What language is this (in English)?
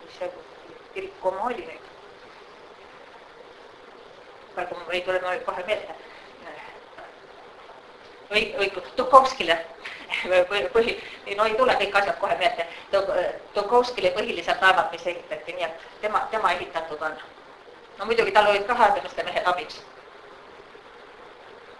Estonian